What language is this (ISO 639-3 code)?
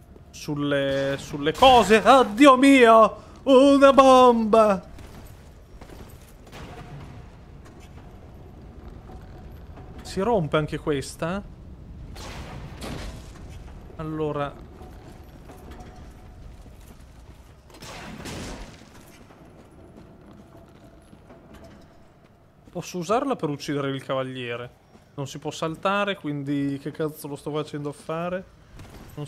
ita